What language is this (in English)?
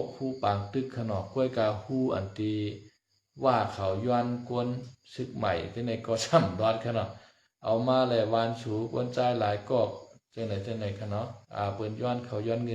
Shan